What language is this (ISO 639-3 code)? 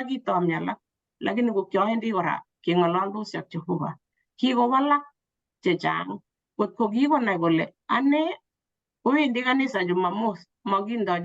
kln